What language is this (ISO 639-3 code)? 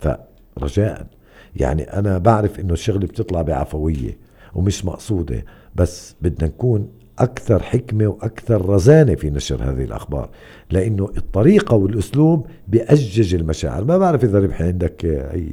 apc